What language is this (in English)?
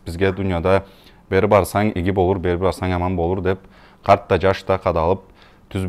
Karachay-Balkar